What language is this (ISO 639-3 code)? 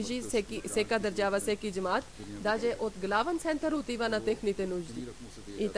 bul